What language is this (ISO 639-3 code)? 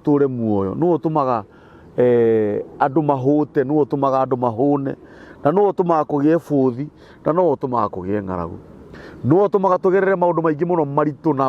kik